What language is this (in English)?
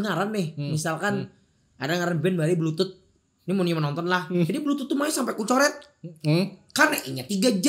Banjar